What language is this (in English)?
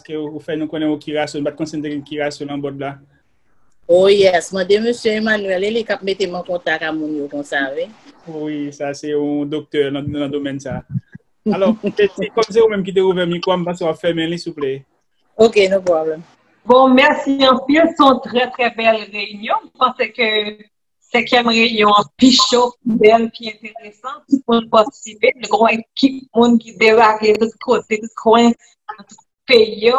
Haitian Creole